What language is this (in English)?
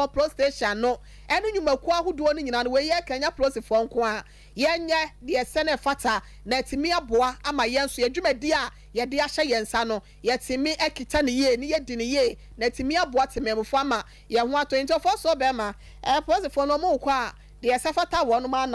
Akan